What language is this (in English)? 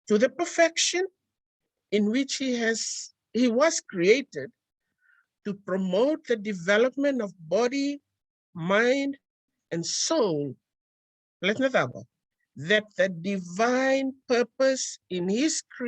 Fijian